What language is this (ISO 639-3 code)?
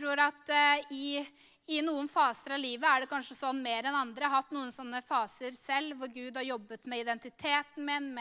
nor